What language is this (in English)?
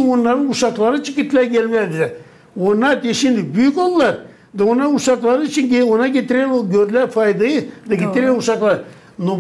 Gagauz